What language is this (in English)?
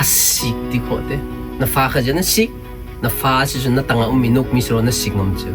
Hakha Chin